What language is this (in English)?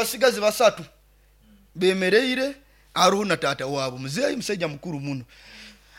Nyoro